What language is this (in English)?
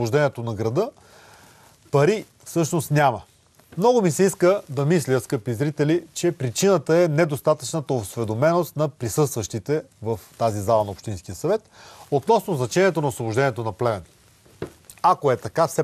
Bulgarian